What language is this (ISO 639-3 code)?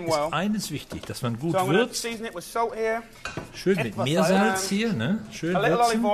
gsw